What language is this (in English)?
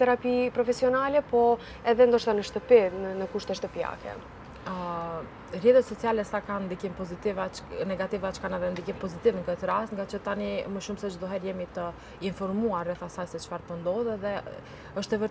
Albanian